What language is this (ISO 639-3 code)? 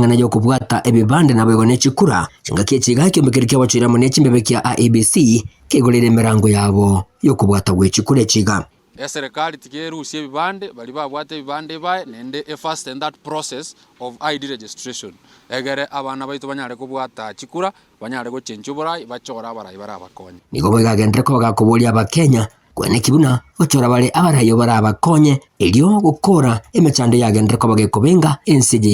guz